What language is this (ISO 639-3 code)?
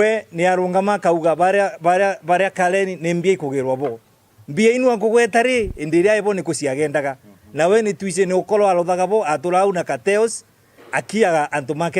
mer